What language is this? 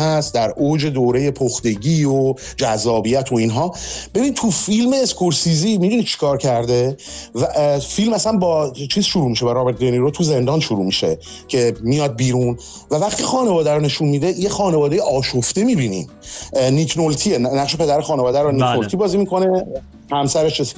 Persian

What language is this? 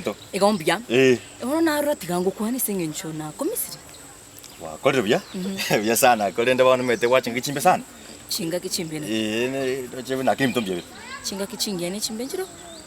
Gusii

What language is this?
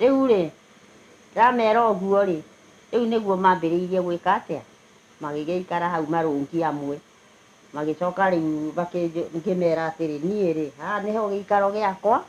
Kikuyu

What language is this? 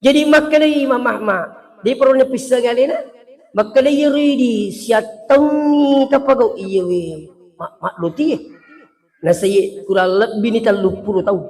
Buginese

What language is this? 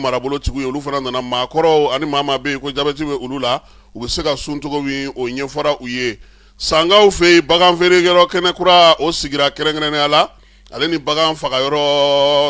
Bambara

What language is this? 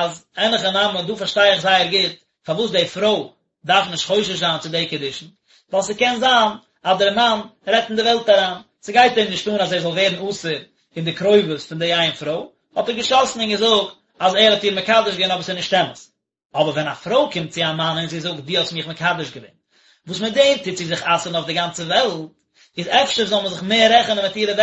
Yiddish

